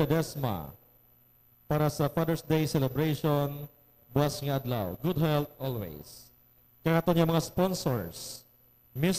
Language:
Hiligaynon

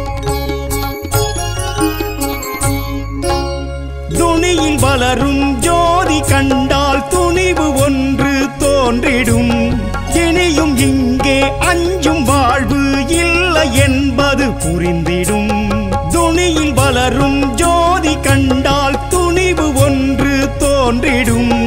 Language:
Tamil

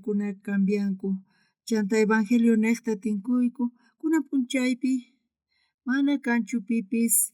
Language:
South Bolivian Quechua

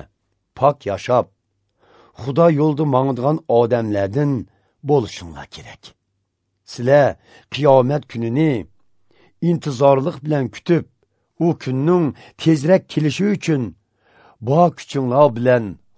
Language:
Uyghur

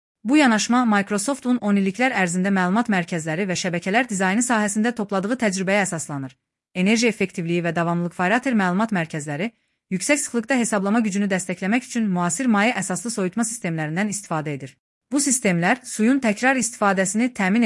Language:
Azerbaijani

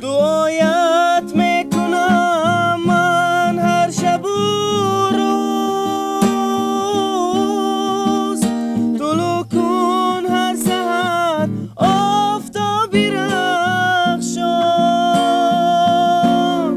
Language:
Tajik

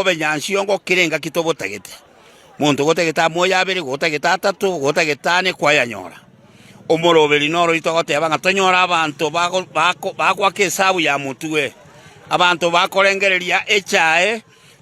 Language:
Gusii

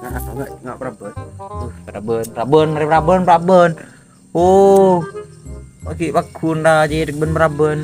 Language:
Madurese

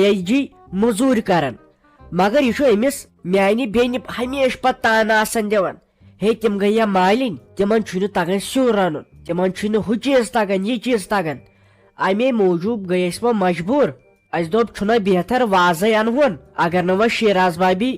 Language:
Kashmiri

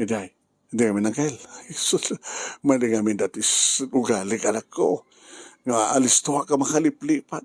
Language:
Iloko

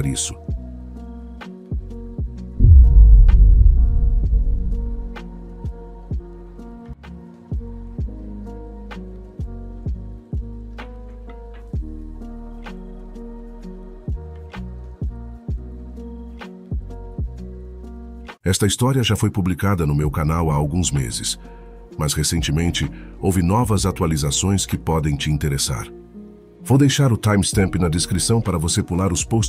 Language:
Portuguese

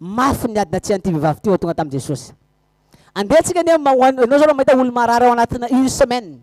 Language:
Malagasy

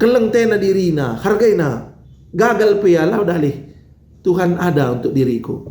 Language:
Batak Karo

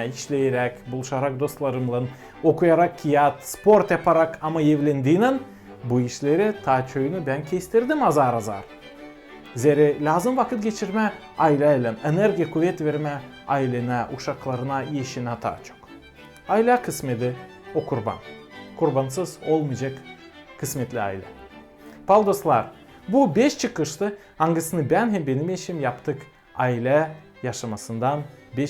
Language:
Gagauz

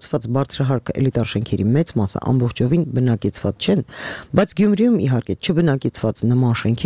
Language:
Armenian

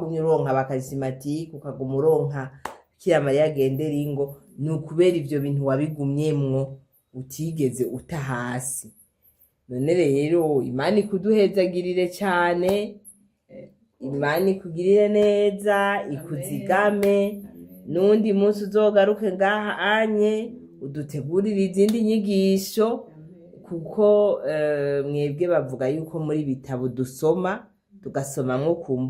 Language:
Rundi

